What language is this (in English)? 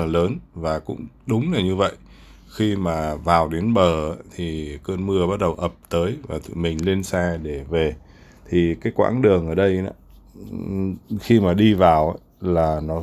Vietnamese